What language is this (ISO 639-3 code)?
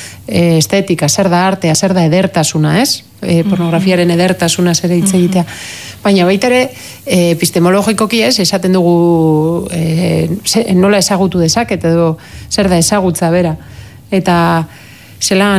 eus